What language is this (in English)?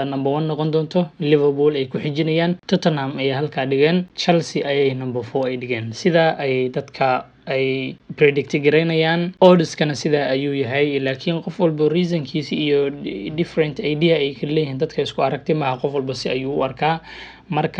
Somali